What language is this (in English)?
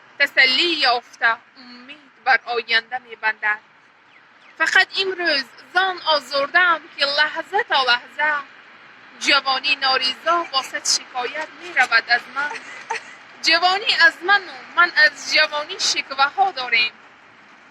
Tajik